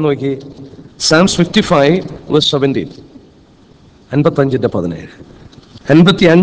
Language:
Malayalam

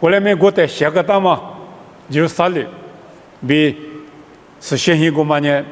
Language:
Lisu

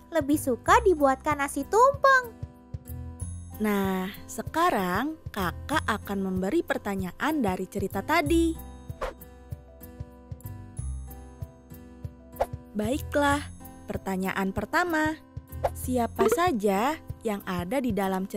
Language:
Indonesian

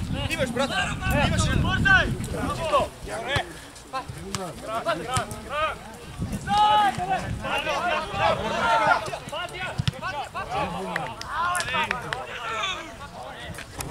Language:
Bulgarian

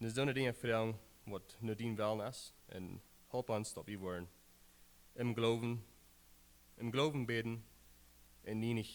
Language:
Plautdietsch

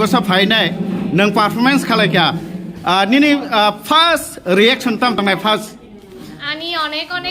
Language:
Kok Borok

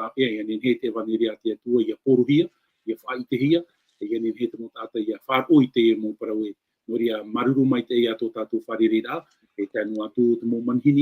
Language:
Tahitian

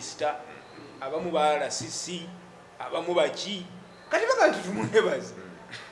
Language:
Ganda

